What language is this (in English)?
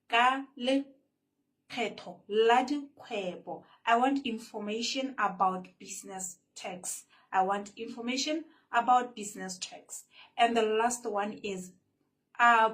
Tswana